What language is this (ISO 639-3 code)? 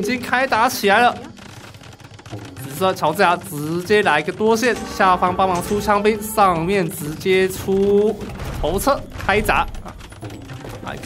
zho